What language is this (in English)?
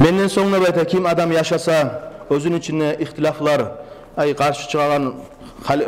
Kumyk